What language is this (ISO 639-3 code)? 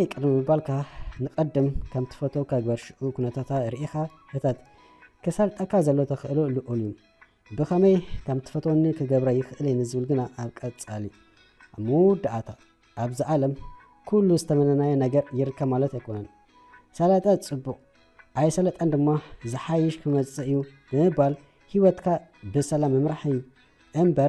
tir